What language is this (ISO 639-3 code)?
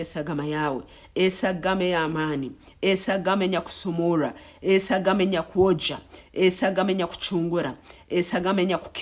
nyn